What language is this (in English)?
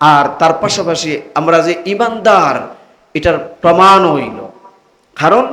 Sylheti